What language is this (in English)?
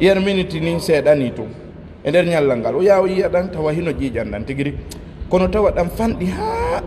Fula